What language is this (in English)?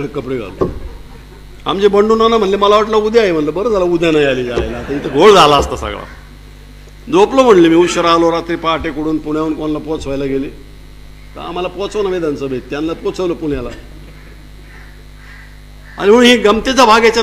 Marathi